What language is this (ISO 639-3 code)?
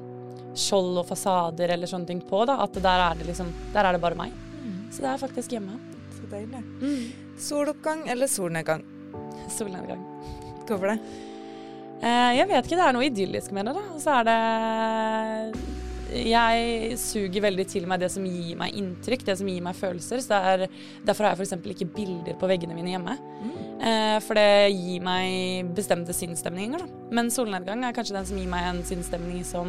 nor